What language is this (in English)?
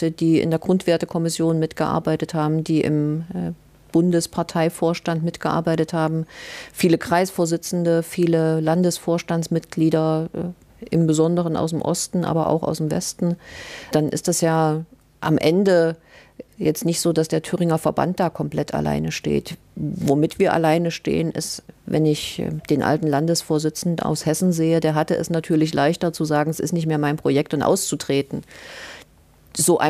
German